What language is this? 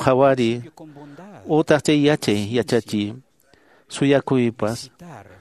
Quechua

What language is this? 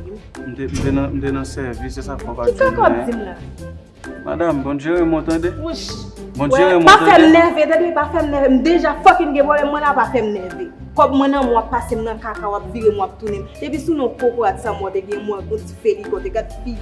Haitian Creole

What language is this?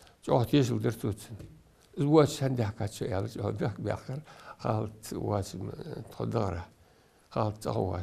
Ingush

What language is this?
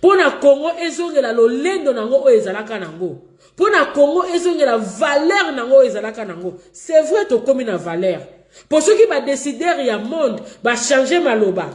Lingala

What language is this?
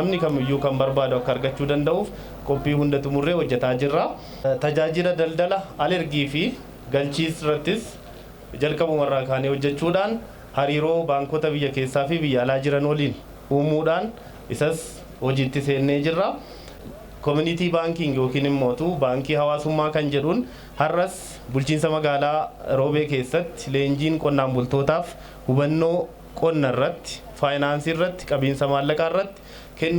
Oromo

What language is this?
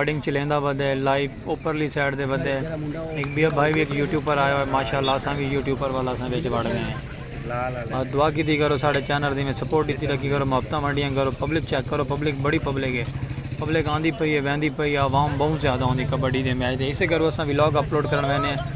Saraiki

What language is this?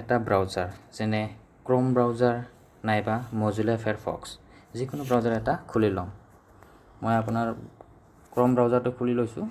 Assamese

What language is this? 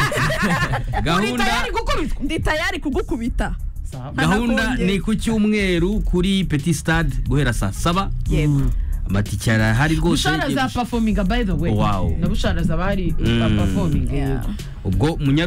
Kinyarwanda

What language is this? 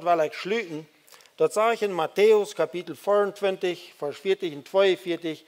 Plautdietsch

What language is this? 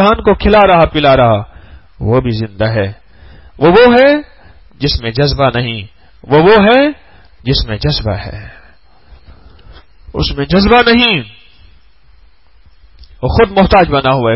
Urdu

